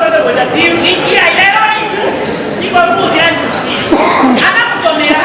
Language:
Nyanja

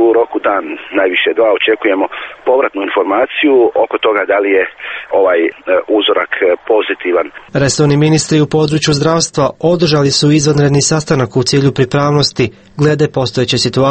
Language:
Croatian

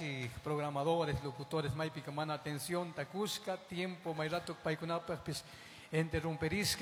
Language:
Chimborazo Highland Quichua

